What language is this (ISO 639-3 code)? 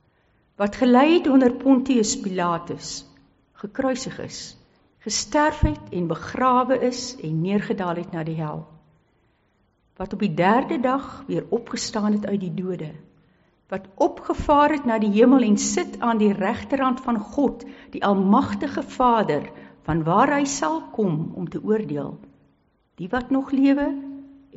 afr